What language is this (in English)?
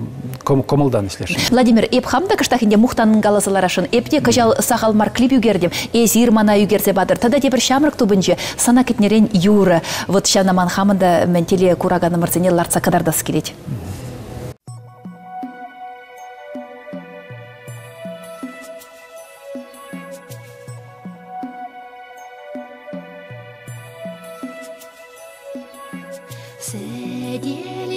Chuvash